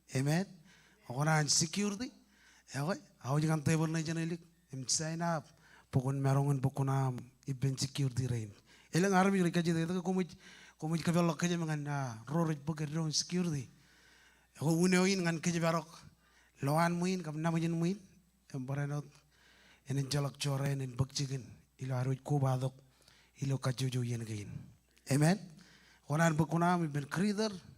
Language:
Marshallese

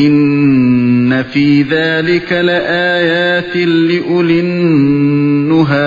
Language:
Uyghur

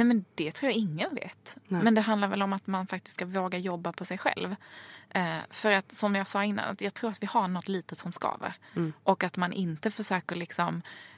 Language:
Swedish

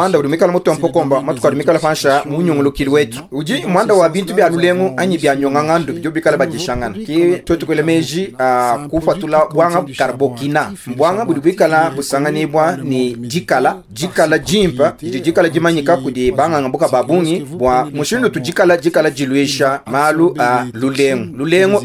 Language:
Luba-Lulua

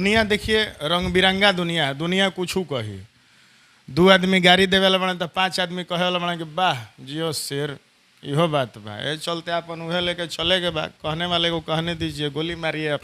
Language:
Bhojpuri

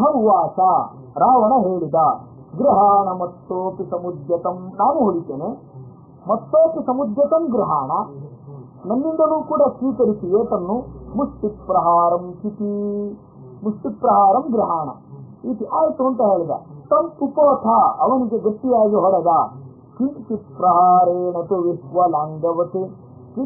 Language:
Kannada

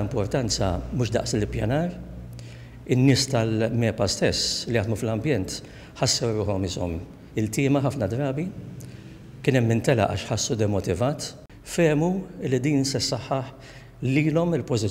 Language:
Maltese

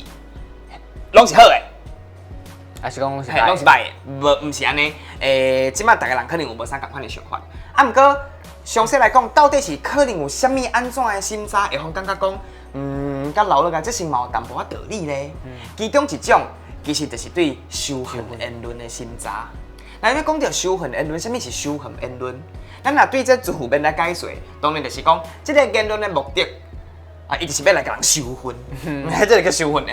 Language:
Min Nan Chinese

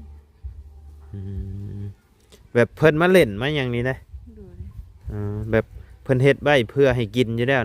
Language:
Lao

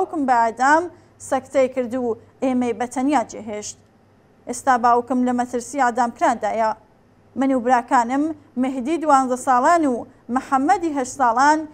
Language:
Central Kurdish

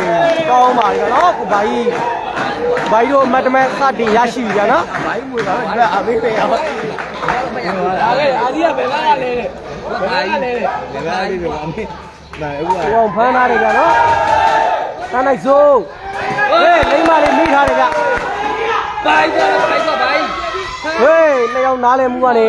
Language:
Burmese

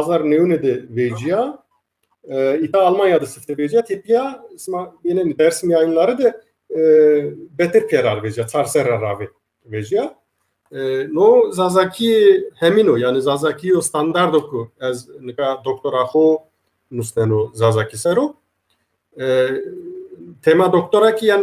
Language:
Zaza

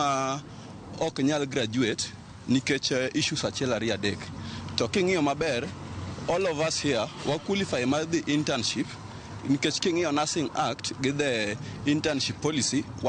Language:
Luo (Kenya and Tanzania)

